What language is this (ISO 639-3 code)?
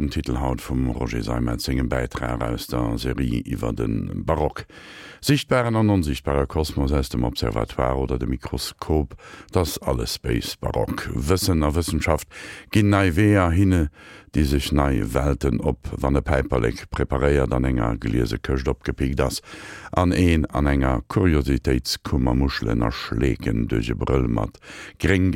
ltz